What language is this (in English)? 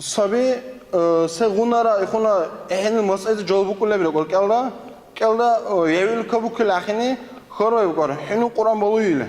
Dargwa